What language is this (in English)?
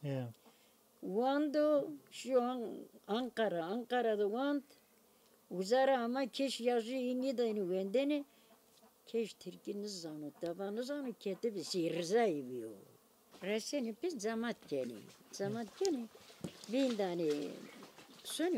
Zaza